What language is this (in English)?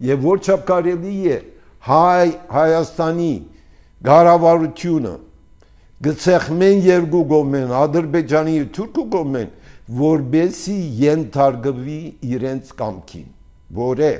Armenian